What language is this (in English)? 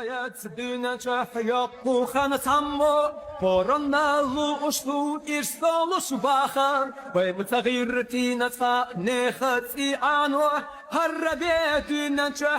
Chechen